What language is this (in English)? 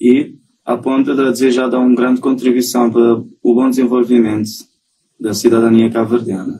Kabuverdianu